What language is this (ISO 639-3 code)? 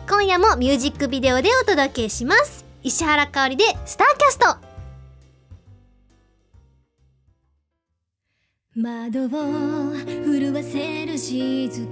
jpn